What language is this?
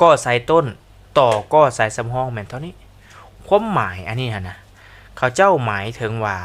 Lao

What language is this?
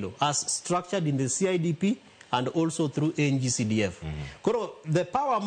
Luo (Kenya and Tanzania)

